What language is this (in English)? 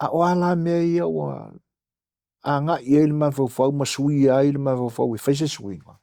Samoan